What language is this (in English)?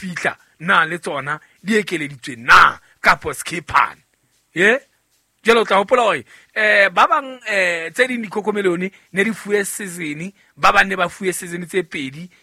Southern Sotho